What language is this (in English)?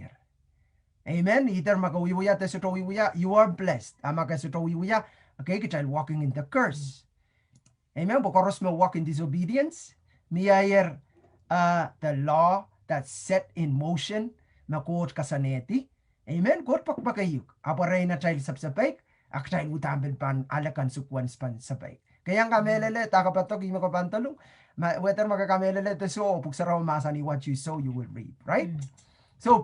Pohnpeian